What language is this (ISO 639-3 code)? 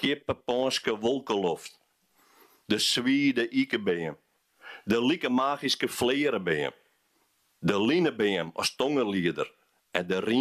fry